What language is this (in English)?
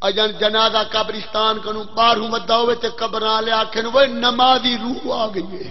Saraiki